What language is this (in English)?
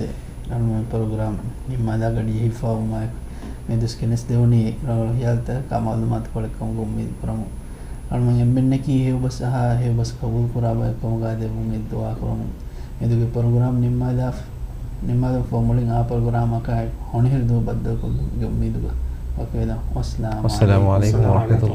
Divehi